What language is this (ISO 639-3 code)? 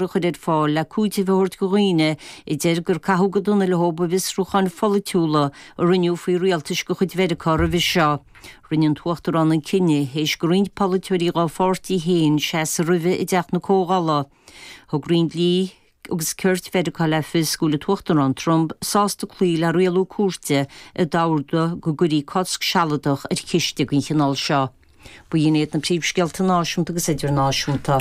gle